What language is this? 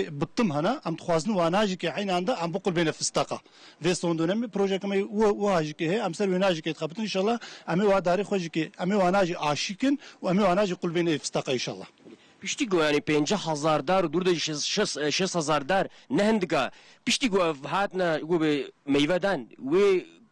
Kurdish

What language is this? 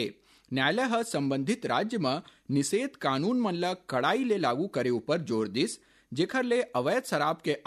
Chhattisgarhi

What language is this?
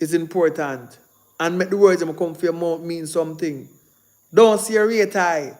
Jamaican Creole English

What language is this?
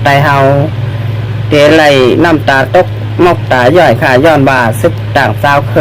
Shan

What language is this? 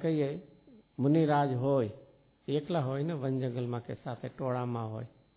Gujarati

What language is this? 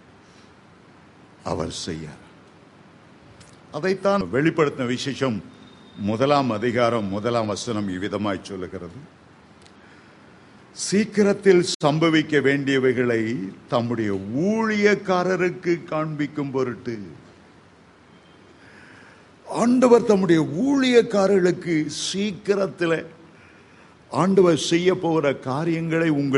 Tamil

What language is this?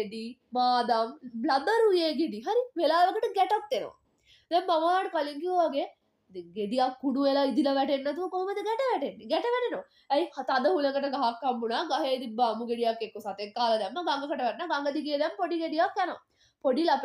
Sinhala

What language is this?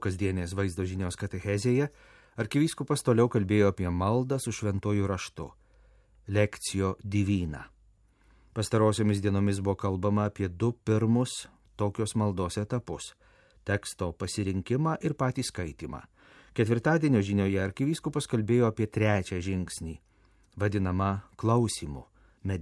Lithuanian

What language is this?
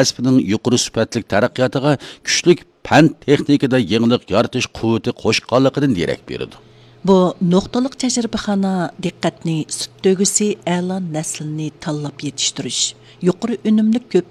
Uyghur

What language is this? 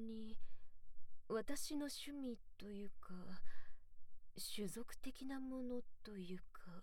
Japanese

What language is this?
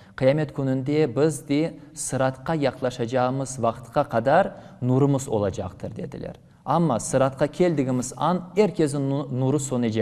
Crimean Tatar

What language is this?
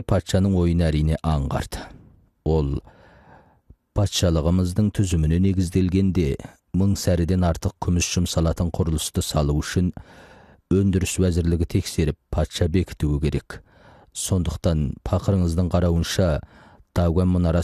Kazakh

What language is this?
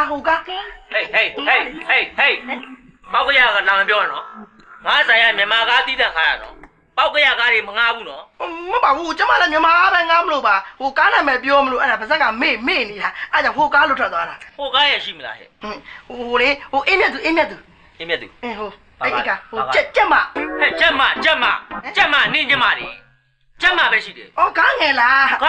Burmese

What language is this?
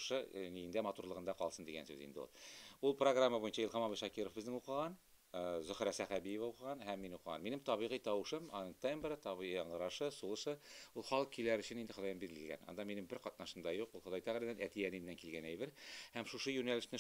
Tatar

